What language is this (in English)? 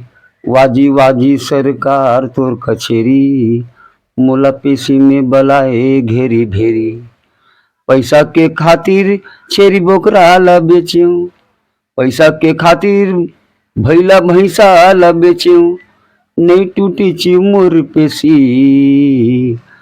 Chhattisgarhi